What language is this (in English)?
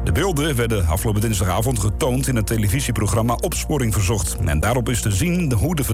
Dutch